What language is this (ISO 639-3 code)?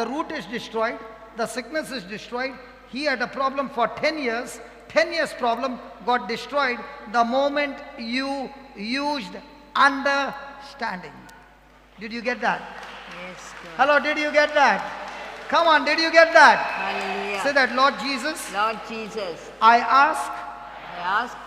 kok